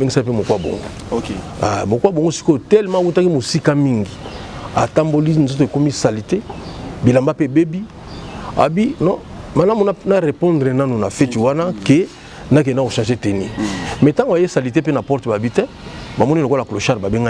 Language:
Lingala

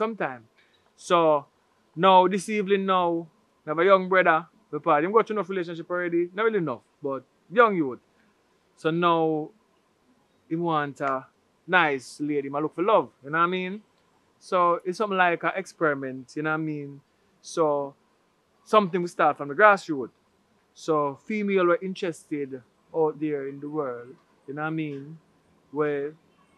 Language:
Jamaican Creole English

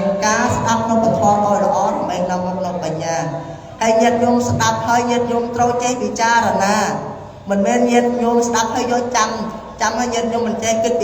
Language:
Khmer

